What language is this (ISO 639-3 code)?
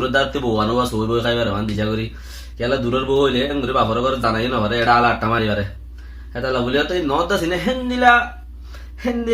rhg